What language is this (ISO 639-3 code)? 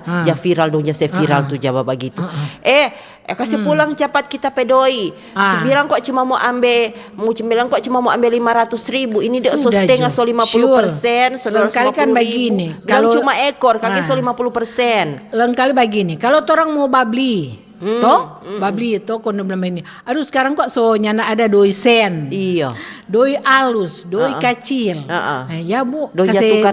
xmm